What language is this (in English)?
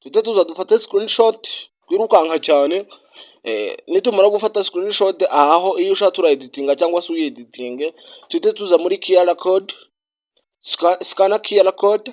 Kinyarwanda